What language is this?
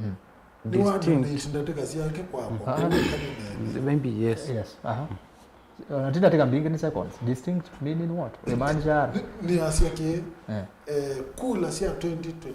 Kamba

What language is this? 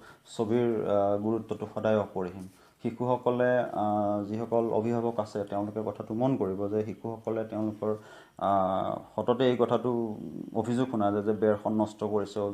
Assamese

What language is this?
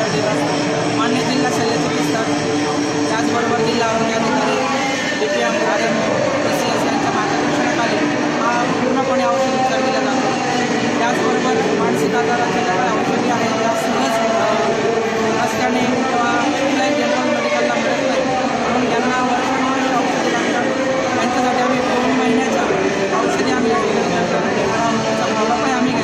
Marathi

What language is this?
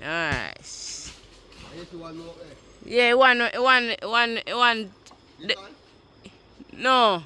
Jamaican Creole English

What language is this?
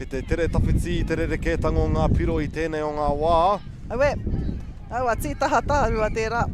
Māori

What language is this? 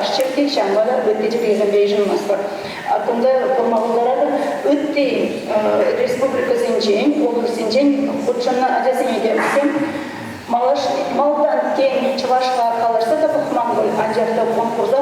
Chuvash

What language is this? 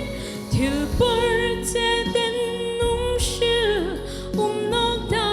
Hmar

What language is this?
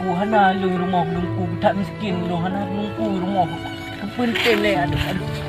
Achinese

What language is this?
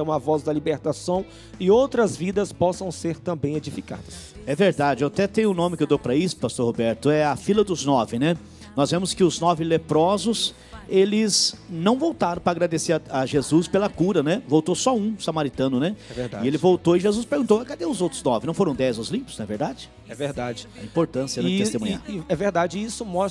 Portuguese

